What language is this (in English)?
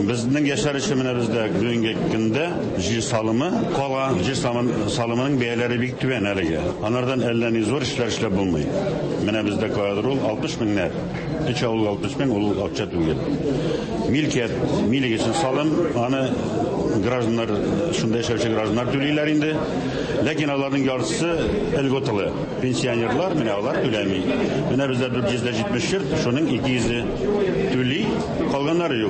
Tatar